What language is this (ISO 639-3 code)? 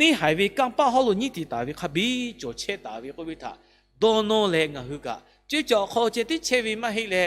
lhu